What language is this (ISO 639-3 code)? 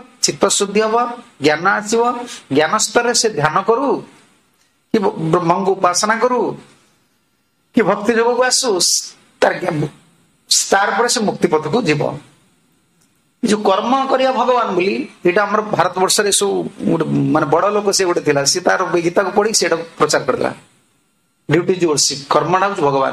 ori